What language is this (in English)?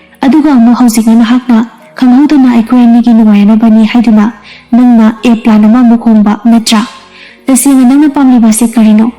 Manipuri